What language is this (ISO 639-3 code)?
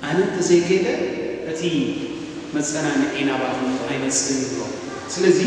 tir